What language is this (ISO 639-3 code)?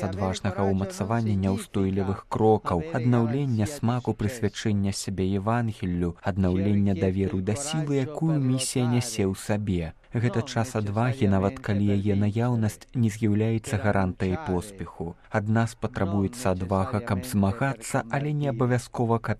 bel